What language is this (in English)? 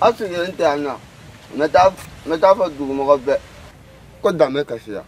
Bambara